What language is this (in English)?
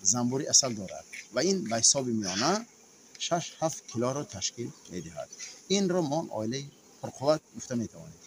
Tajik